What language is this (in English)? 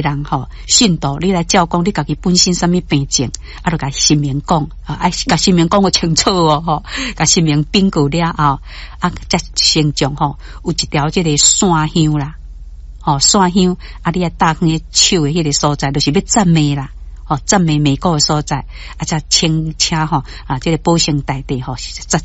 Min Nan Chinese